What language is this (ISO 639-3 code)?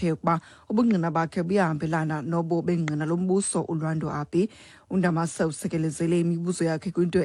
xho